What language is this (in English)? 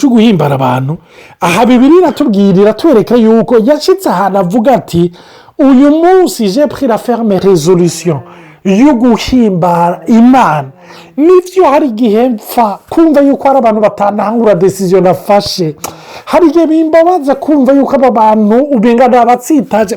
Rundi